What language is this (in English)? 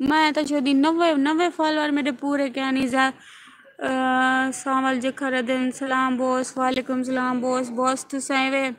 Saraiki